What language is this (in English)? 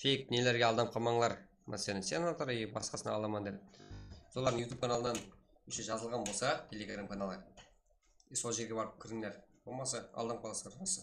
Kara-Kalpak